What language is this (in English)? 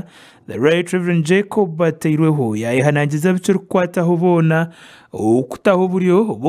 Nyankole